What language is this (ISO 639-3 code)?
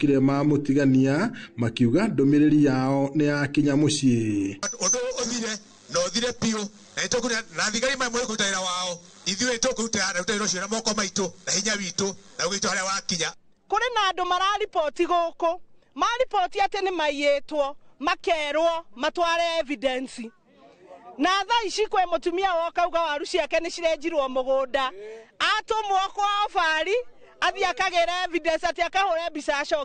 kik